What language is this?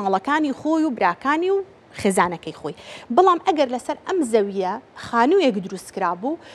Central Kurdish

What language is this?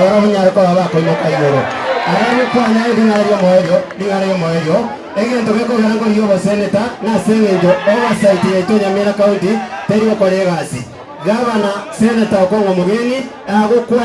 Gusii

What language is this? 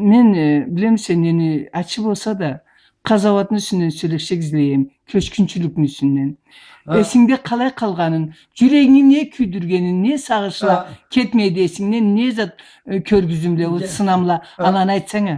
Karachay-Balkar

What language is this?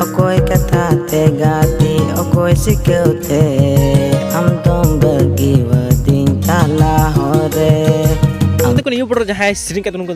Santali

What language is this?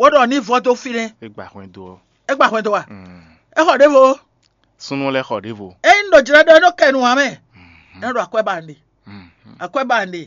Fon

